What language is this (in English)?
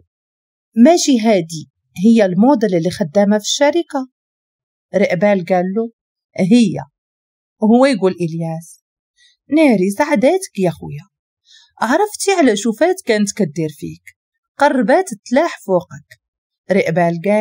Moroccan Arabic